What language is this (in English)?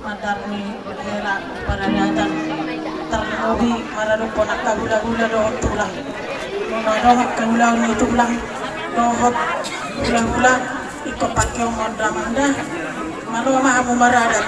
Batak Toba